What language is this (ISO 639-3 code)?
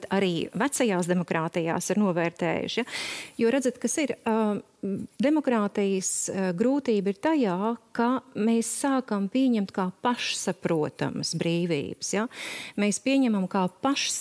lav